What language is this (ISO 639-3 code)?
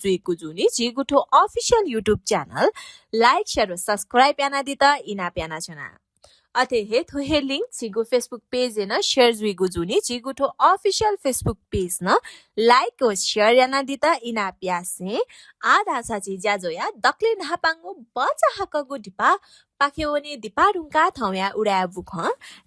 new